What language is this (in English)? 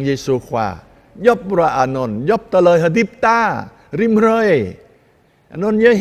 Jarai